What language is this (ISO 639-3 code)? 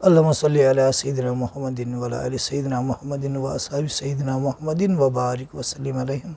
kas